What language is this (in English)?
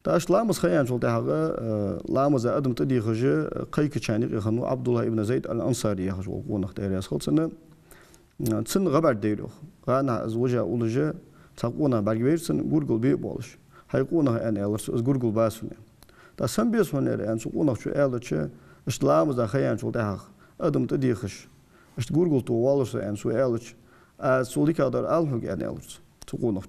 Ingush